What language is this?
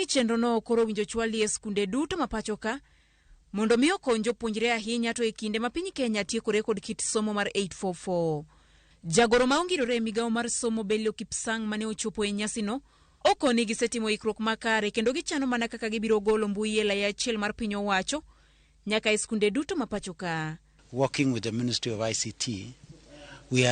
Luo (Kenya and Tanzania)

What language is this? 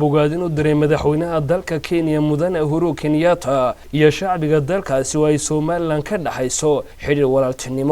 Somali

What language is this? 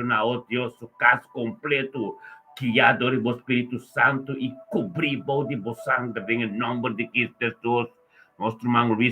Papiamento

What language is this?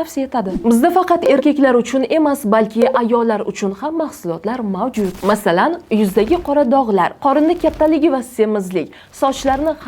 Uzbek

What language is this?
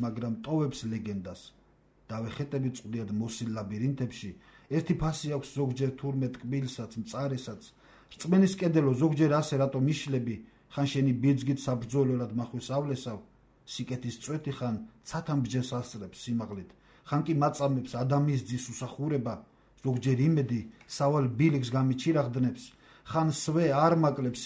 Georgian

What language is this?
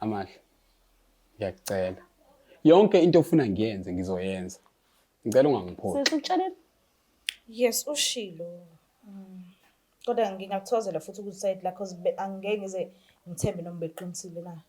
Zulu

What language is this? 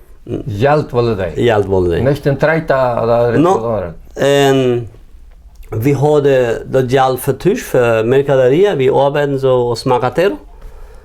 Plautdietsch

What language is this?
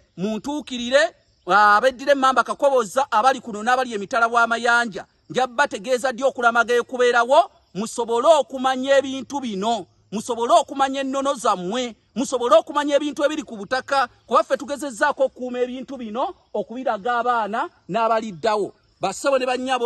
Ganda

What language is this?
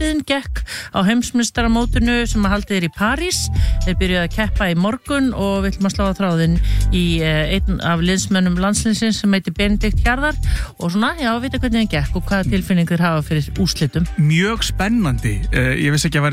Icelandic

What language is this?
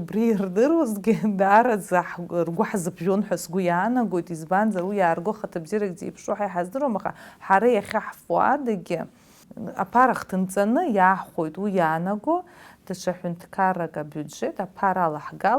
Abkhazian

